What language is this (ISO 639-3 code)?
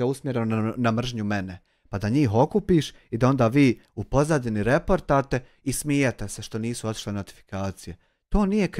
bos